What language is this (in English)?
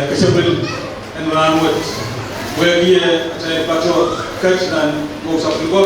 Pohnpeian